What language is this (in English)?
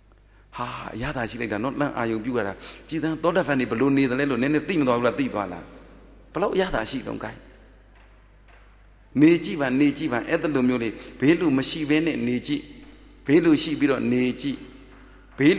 Burmese